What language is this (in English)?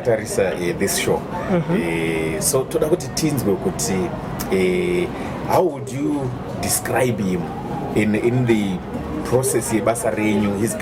Shona